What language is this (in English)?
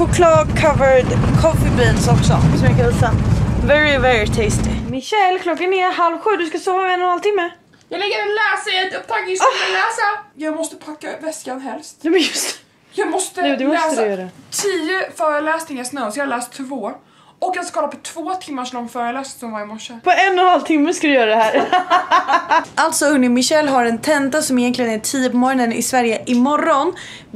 Swedish